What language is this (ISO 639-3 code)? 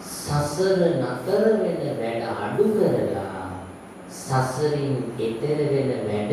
sin